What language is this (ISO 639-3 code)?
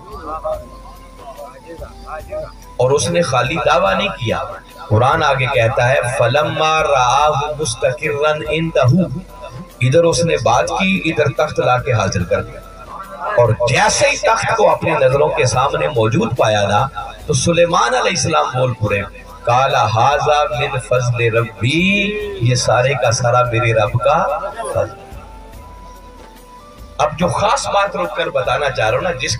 urd